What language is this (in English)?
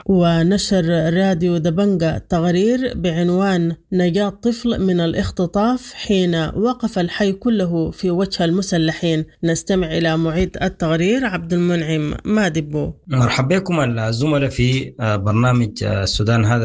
Sudanese Arabic